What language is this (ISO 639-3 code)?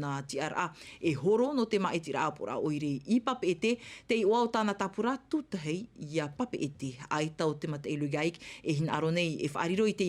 tah